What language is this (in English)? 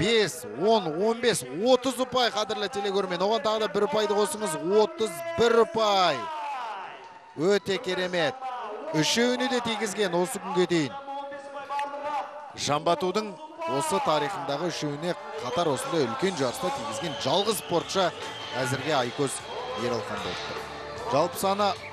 Kazakh